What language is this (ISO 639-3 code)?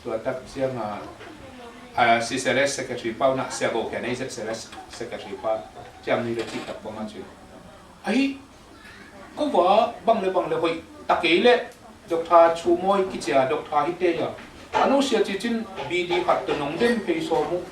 ctd